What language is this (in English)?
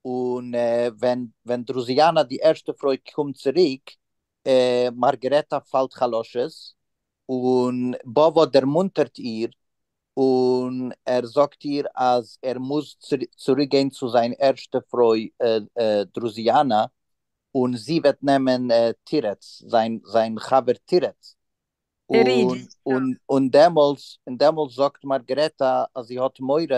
Yiddish